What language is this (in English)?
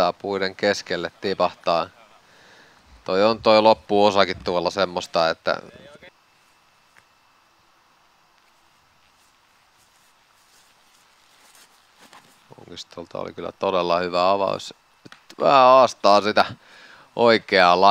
Finnish